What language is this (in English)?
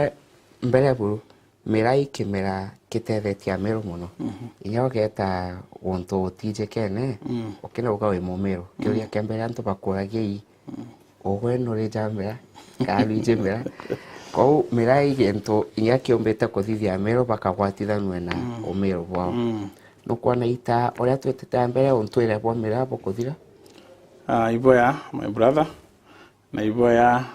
Meru